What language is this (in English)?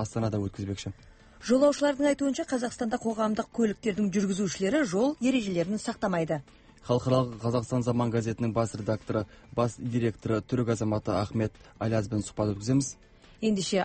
Kazakh